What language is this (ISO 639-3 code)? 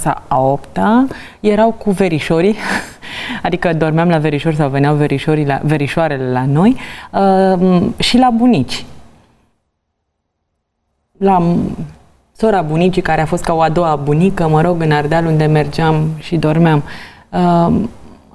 ron